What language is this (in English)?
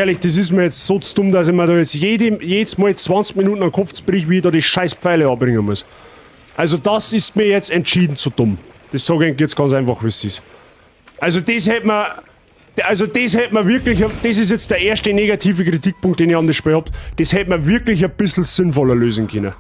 Bavarian